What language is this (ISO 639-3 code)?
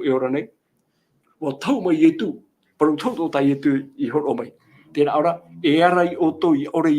tah